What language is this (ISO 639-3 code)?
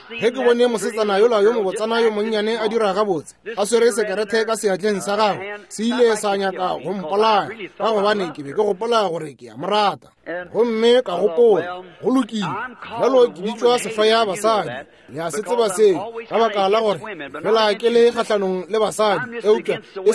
nso